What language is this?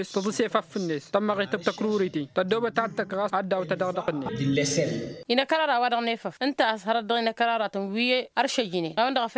Tamasheq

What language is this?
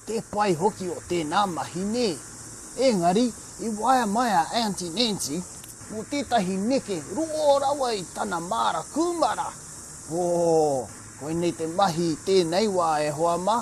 Māori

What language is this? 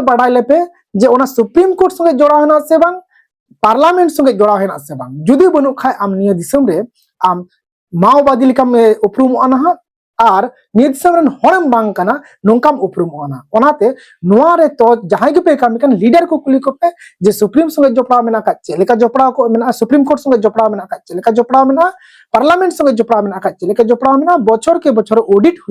Santali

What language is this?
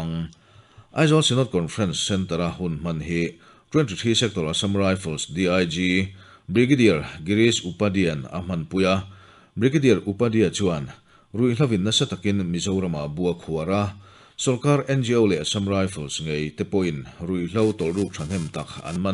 Mizo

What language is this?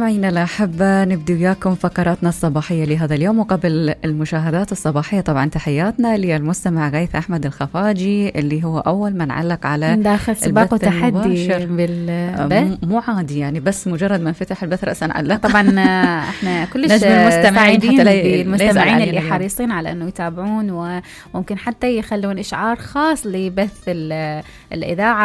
Mesopotamian Arabic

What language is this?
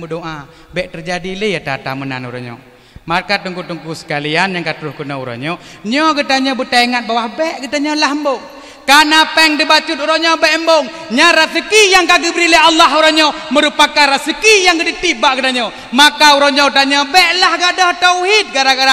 Achinese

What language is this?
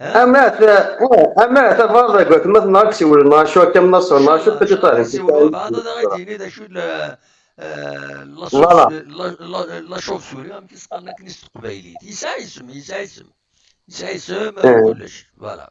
Kabyle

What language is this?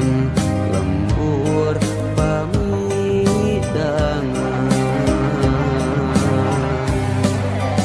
Sundanese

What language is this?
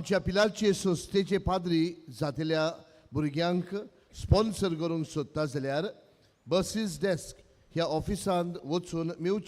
Konkani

